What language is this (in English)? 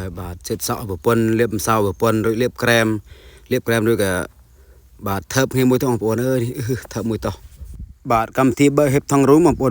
Khmer